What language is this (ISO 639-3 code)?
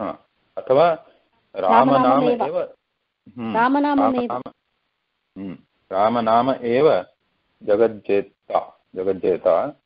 san